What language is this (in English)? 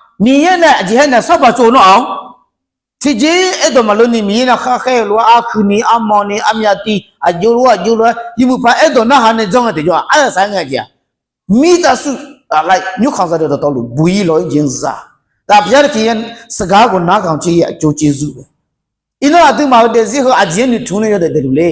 Akha